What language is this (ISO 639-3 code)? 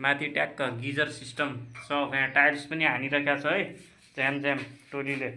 nep